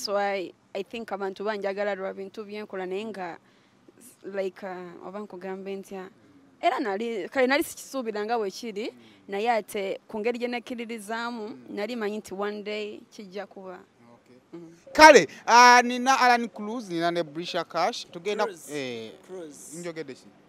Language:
Ganda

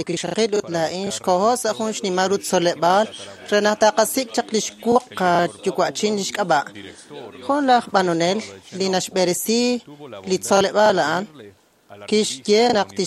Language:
Kekchí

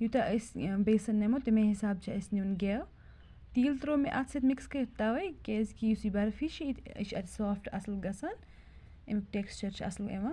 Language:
Kashmiri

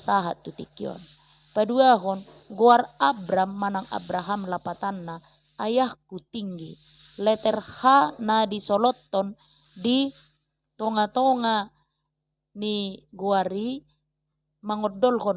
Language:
Batak Toba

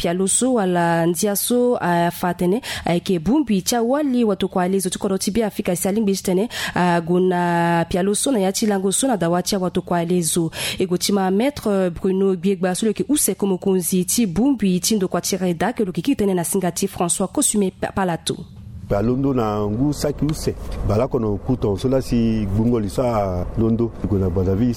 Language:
Sango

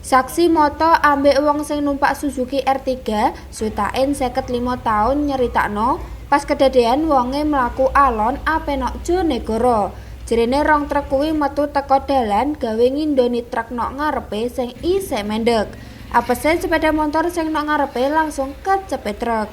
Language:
Javanese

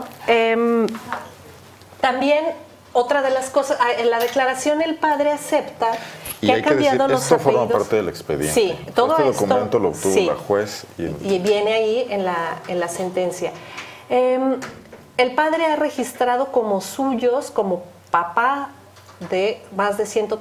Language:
Spanish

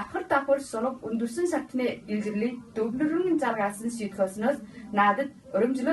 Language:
Mongolian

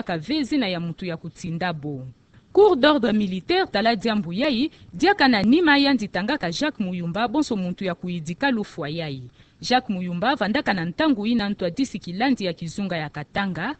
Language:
Kituba (Democratic Republic of Congo)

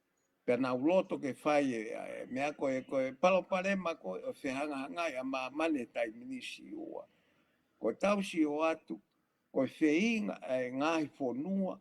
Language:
Tongan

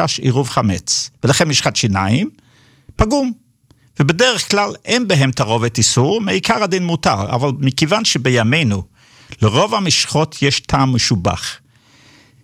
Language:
Hebrew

